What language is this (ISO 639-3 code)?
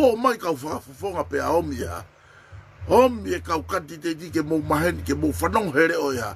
ton